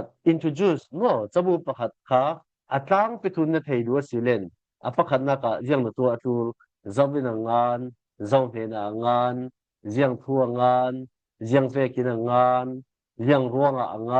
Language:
Falam Chin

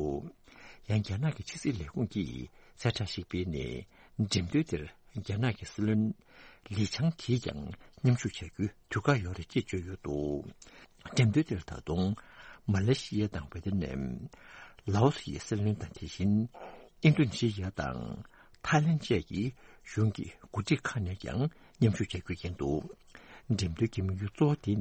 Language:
Tibetan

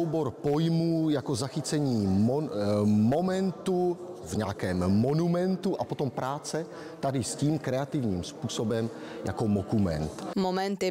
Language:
Czech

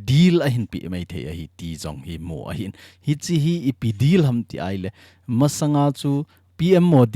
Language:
Thado Chin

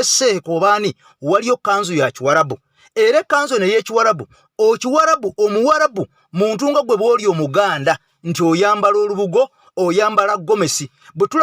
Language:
Ganda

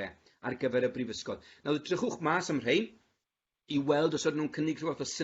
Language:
Welsh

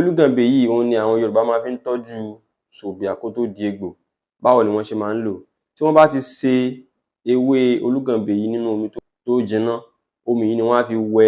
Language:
Yoruba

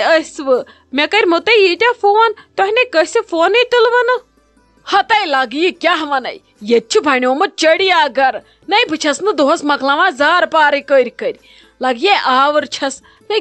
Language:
Kashmiri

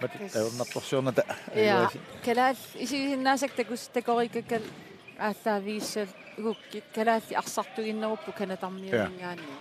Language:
Kalaallisut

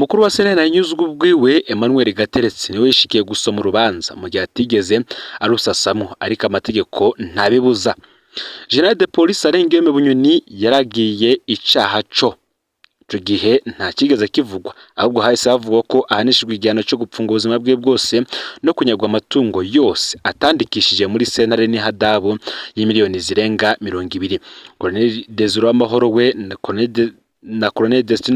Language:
Rundi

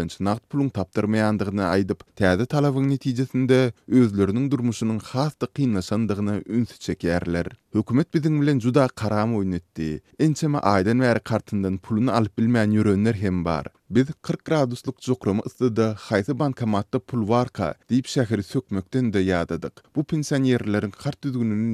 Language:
Turkmen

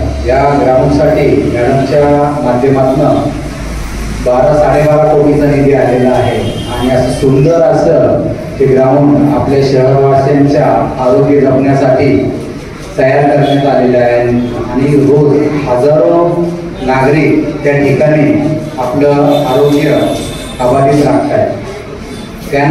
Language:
Marathi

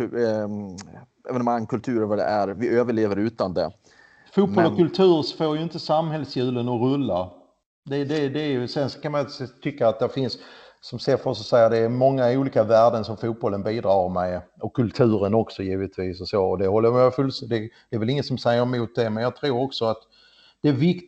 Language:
Swedish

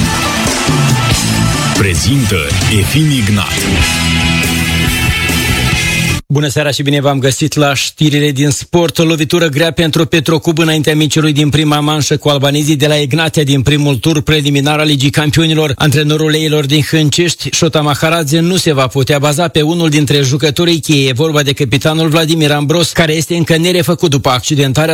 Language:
Romanian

